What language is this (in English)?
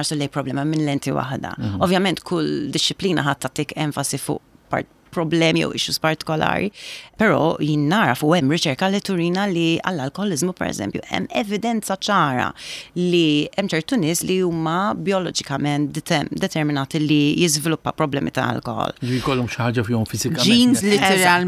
Maltese